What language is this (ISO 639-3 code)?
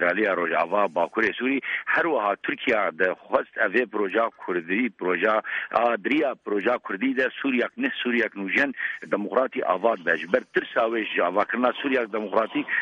kur